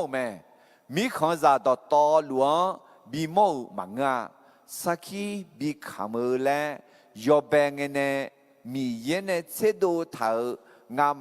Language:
Akha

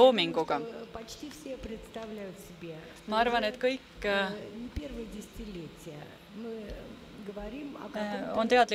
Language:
Estonian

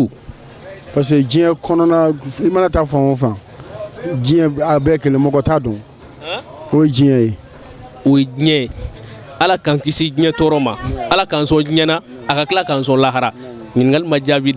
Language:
Bambara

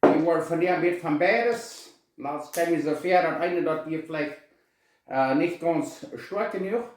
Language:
Plautdietsch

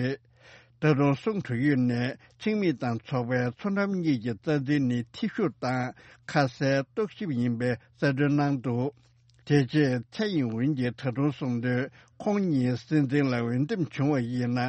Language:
Tibetan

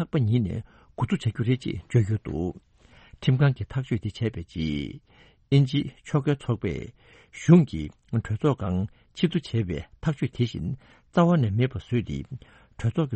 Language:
Tibetan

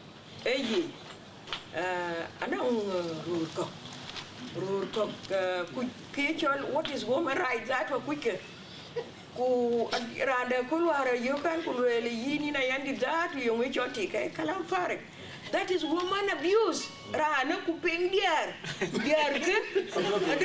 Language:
Dinka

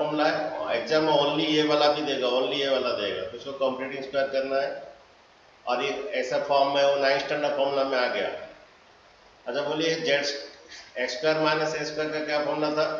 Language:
Hindi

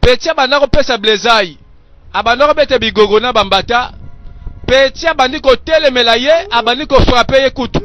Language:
Lingala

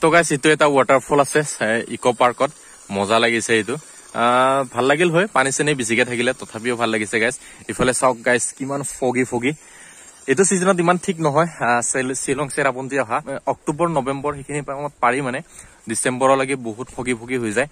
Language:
Assamese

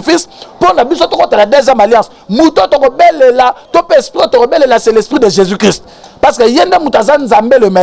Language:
Lingala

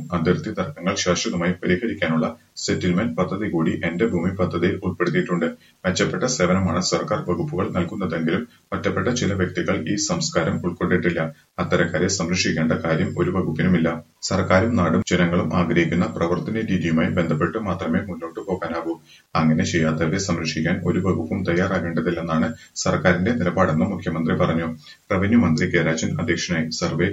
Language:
Malayalam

